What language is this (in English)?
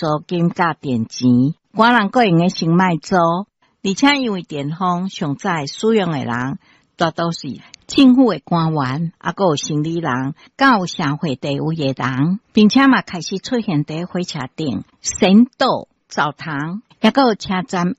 Min Nan Chinese